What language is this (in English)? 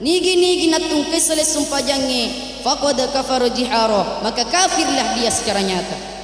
Buginese